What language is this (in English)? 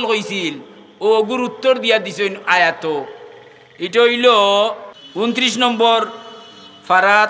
Sylheti